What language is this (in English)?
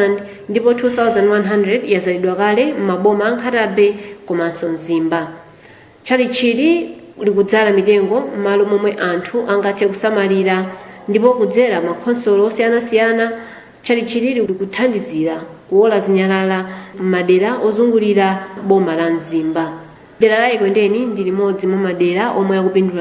Nyanja